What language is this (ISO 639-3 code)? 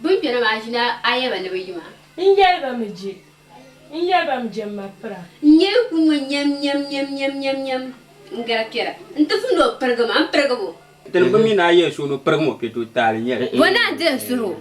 dag